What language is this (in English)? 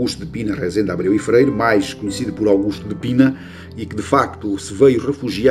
Portuguese